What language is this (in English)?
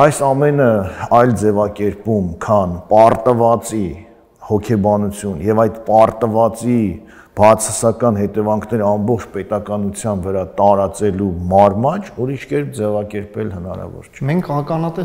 Armenian